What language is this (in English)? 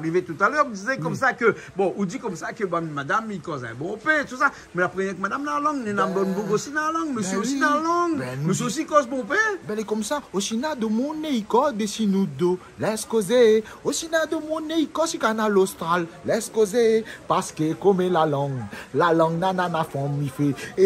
Réunion Creole French